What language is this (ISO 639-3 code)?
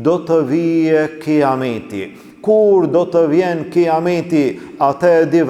sqi